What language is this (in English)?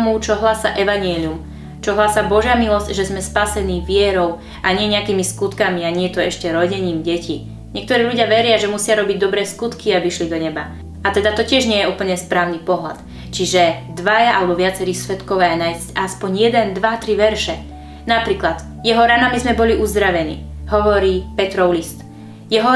Slovak